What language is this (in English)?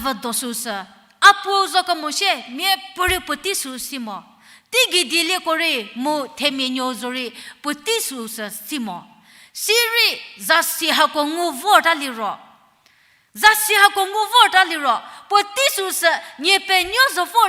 Angami Naga